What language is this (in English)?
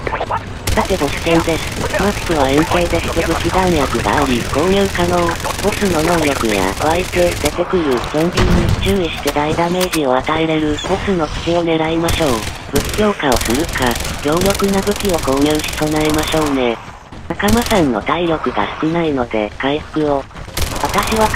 Japanese